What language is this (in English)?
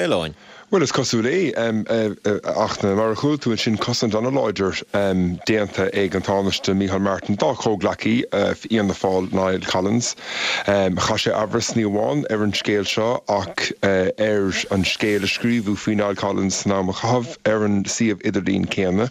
Irish